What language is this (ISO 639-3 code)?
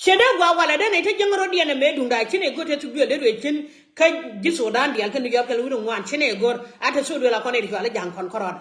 nus